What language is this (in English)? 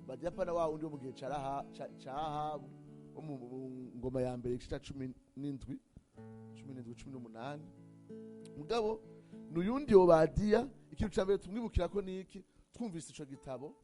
Rundi